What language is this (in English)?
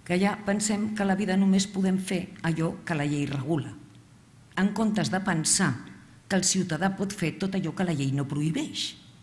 Catalan